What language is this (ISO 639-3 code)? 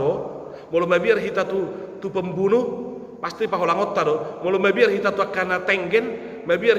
bbc